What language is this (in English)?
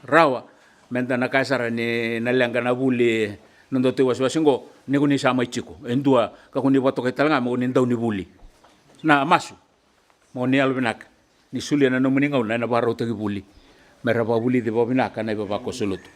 Fijian